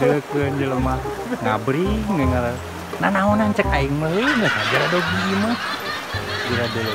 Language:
Sundanese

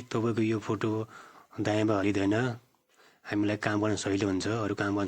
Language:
Nepali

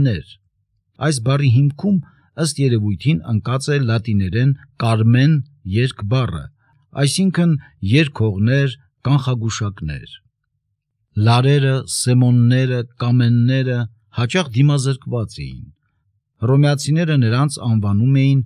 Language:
Armenian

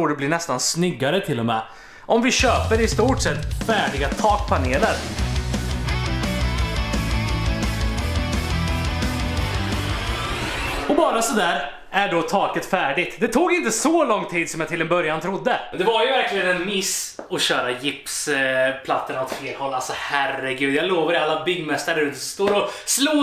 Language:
Swedish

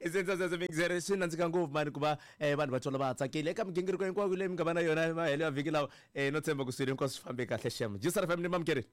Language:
Tsonga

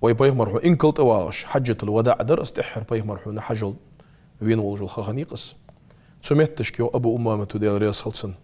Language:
Ingush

